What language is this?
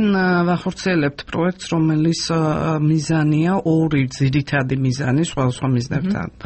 Georgian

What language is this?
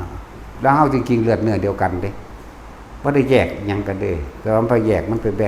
Northeastern Thai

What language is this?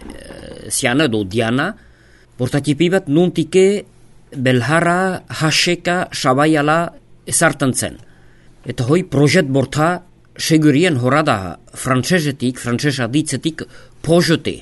Basque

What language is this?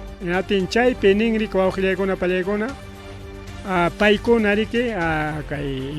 Ayacucho Quechua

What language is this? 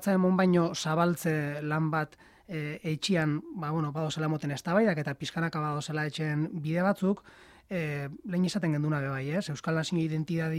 Basque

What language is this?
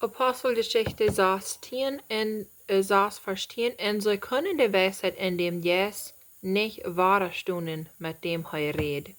Plautdietsch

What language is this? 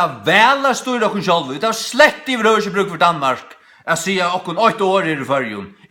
Faroese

